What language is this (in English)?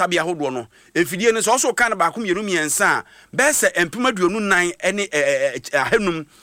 Akan